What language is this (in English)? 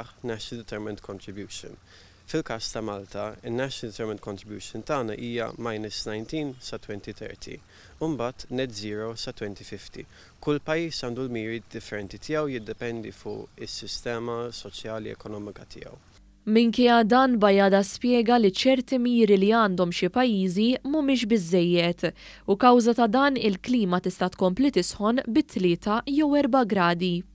Maltese